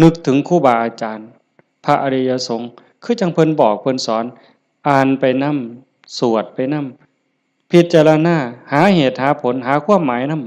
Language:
Lao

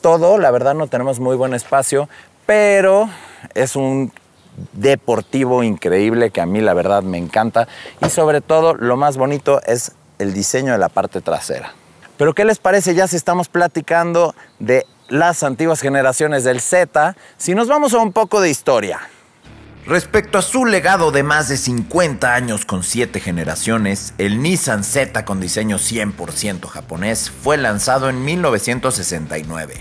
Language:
Spanish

